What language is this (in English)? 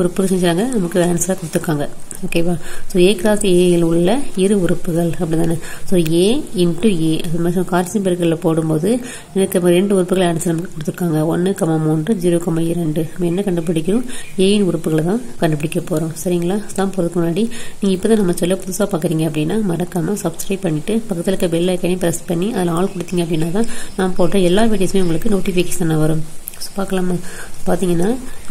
Tamil